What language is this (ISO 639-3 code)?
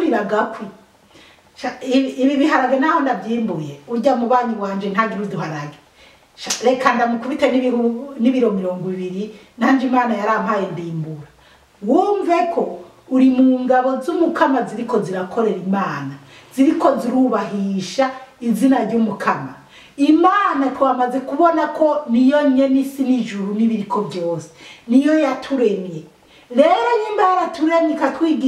run